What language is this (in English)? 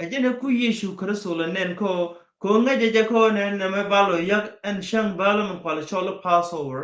Nuer